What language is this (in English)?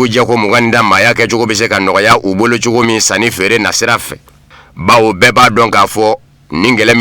Bambara